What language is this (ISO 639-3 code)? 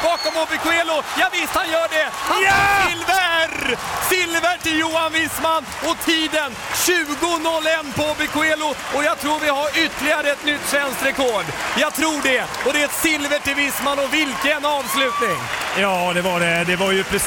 swe